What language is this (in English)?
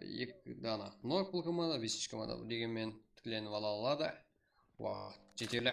Kara-Kalpak